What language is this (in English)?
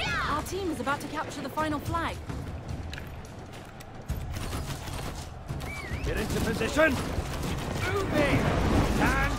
English